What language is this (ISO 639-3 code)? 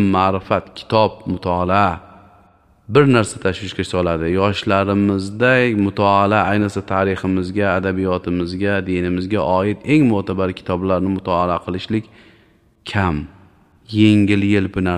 uzb